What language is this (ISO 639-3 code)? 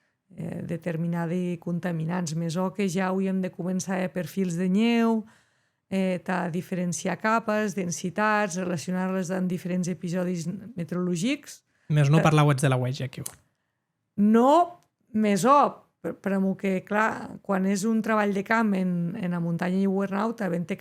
oci